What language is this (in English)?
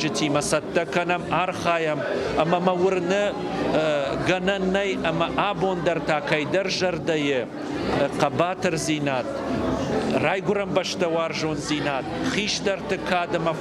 Ossetic